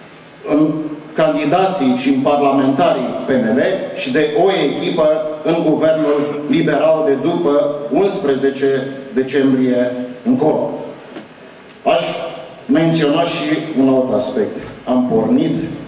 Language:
Romanian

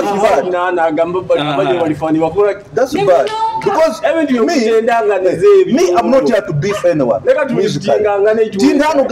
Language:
Nyoro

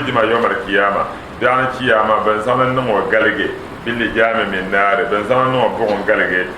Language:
Dagbani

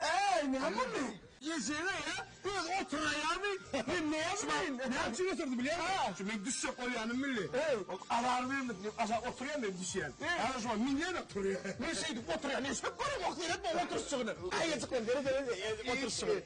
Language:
Turkmen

